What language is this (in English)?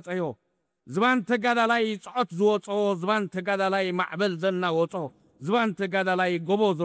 Tigrinya